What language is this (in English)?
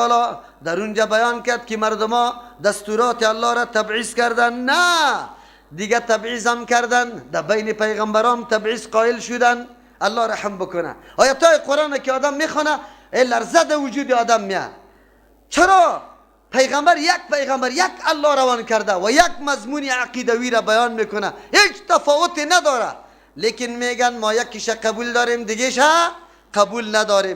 Persian